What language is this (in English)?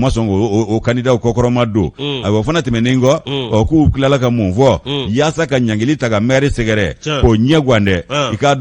Bambara